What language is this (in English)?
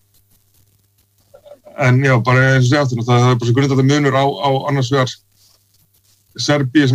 Icelandic